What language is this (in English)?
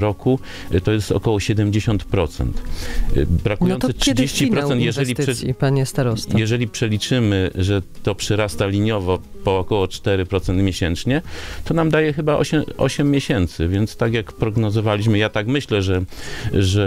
Polish